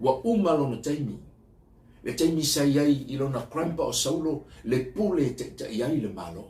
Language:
Samoan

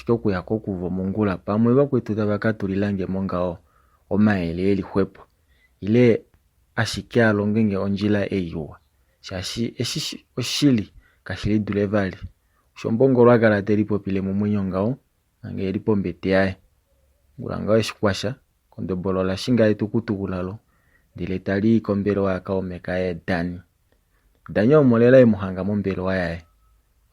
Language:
Kuanyama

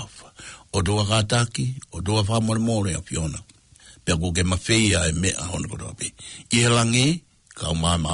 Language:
Tongan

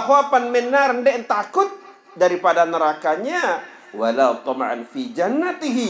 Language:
Sasak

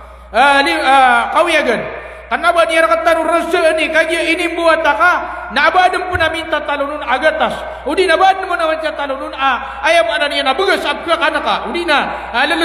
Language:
Maranao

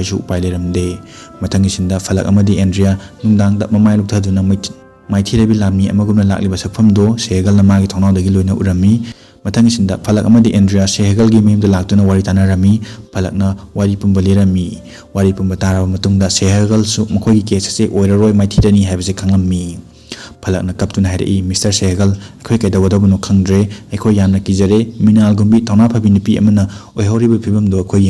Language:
Manipuri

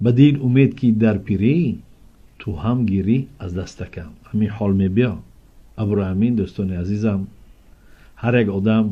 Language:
Tajik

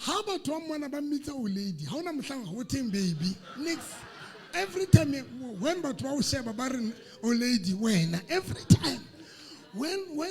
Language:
Southern Sotho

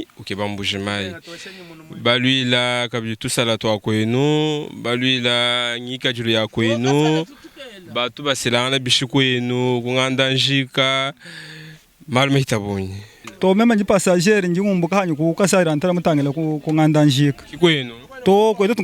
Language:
Luba-Lulua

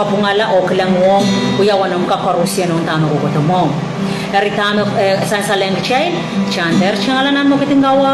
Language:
Pohnpeian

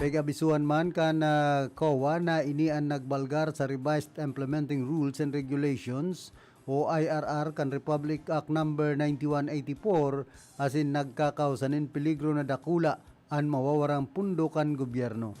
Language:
Bikol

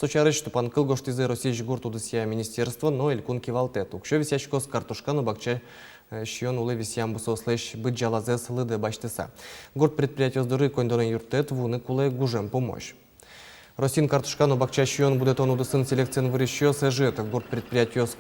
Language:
Udmurt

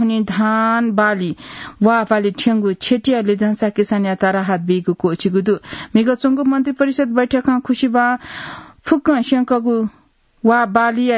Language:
Newari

